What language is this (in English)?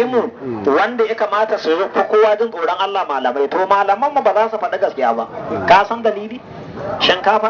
Hausa